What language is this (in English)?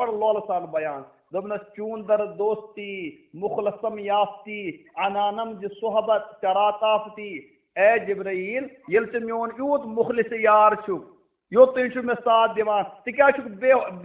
Kashmiri